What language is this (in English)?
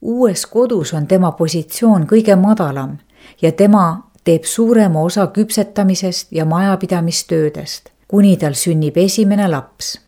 Estonian